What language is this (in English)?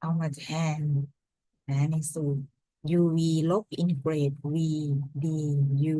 Lao